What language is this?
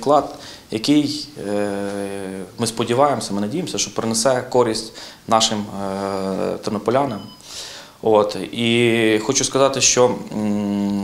Ukrainian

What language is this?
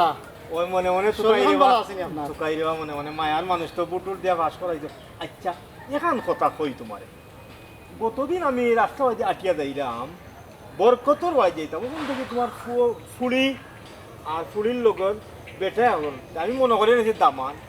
Sylheti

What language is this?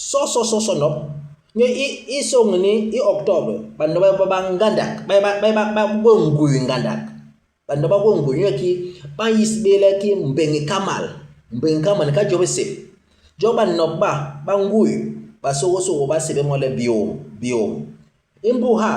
Basaa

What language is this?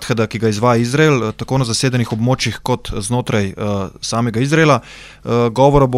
Slovenian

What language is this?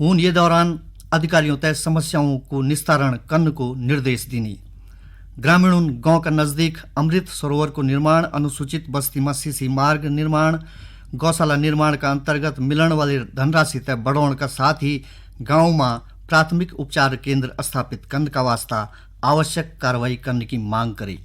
Garhwali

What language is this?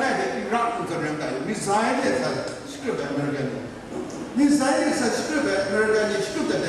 Kachin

